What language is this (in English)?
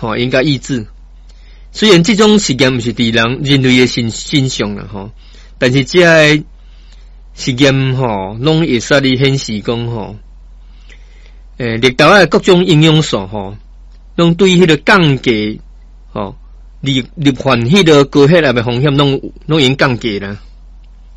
Min Nan Chinese